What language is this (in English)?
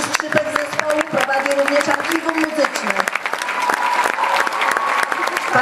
Polish